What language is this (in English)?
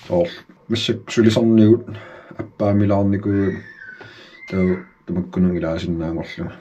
Kalaallisut